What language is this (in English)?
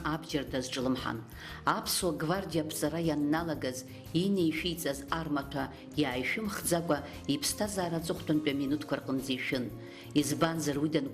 Abkhazian